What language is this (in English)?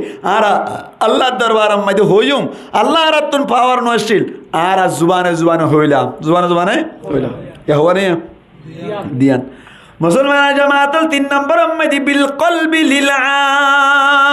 Rohingya